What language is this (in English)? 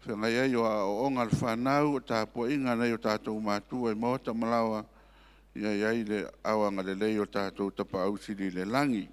Samoan